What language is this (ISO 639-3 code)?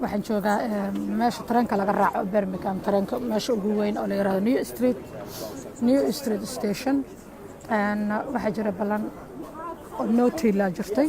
som